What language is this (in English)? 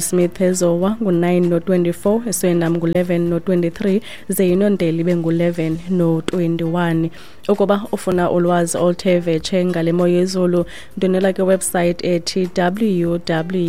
Xhosa